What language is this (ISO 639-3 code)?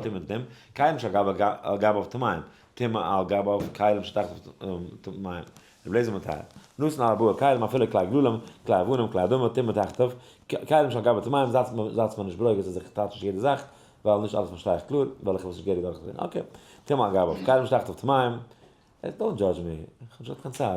yid